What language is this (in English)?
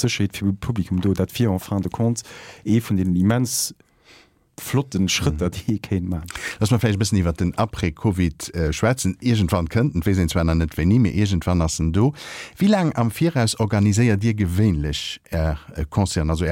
Luxembourgish